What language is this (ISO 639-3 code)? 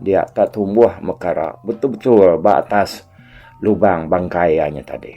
iba